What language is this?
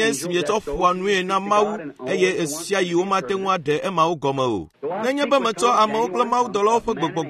Ewe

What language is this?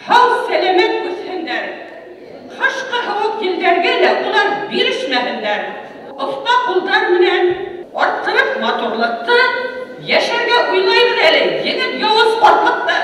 Bashkir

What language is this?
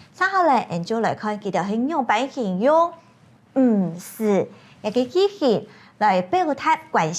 Hakka Chinese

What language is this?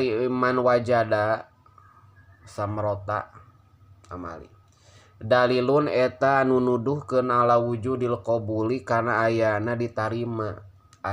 Sundanese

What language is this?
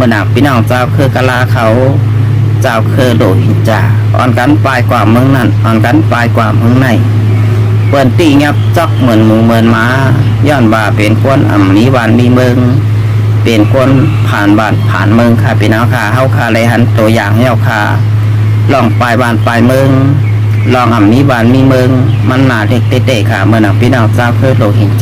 Shan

